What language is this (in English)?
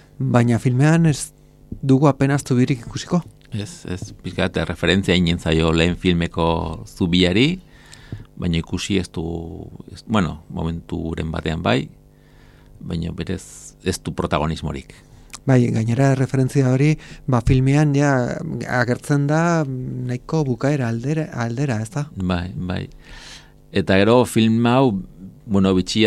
Basque